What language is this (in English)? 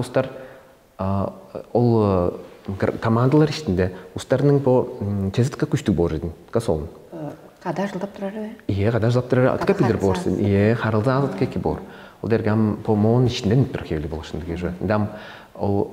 Tuvinian